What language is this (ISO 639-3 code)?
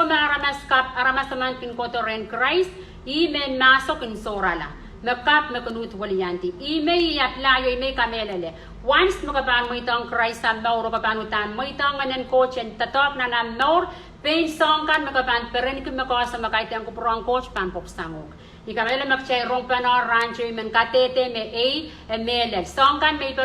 pon